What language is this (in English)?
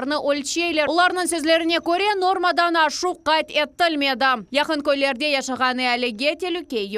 Crimean Tatar